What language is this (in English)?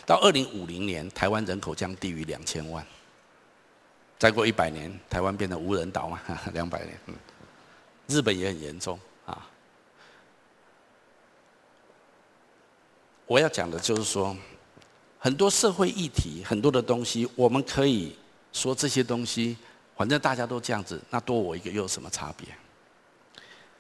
Chinese